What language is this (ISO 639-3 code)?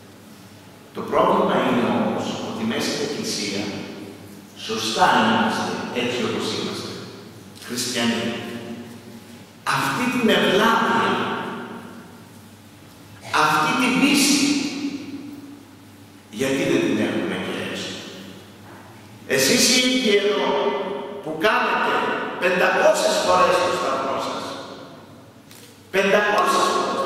ell